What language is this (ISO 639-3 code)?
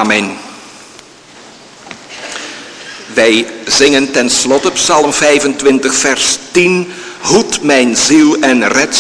nld